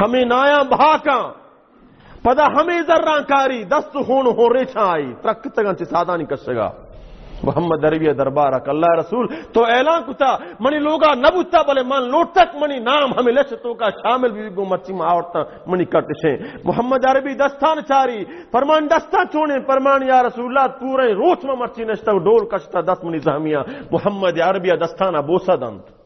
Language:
Baluchi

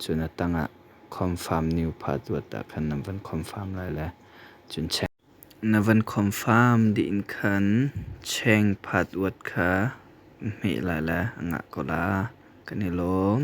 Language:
Hakha Chin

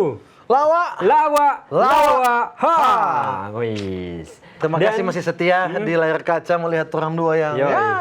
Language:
Manado Malay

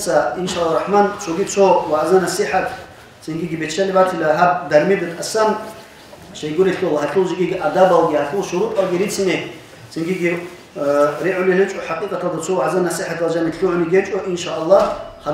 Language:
Avaric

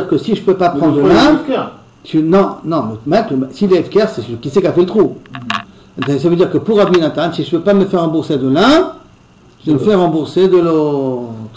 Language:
French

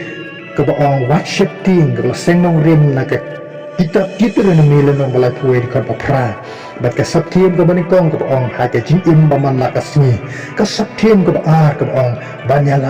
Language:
Khasi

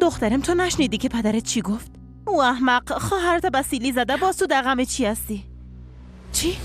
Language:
Persian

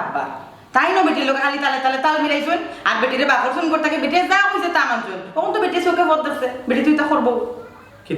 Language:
Sylheti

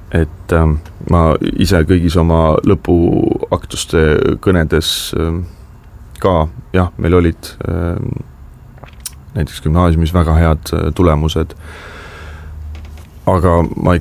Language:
Estonian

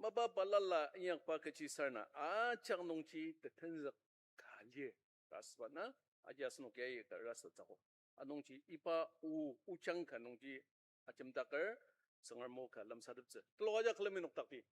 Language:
Ao Naga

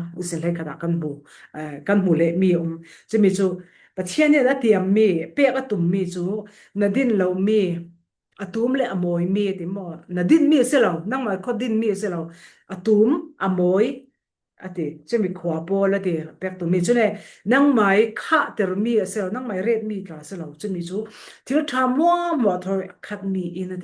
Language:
Falam Chin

